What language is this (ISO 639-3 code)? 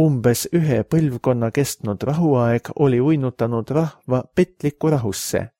est